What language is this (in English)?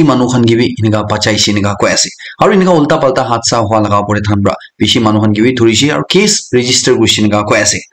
Naga Pidgin